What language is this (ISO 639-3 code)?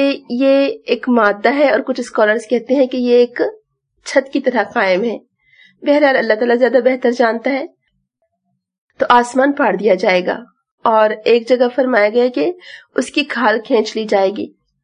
urd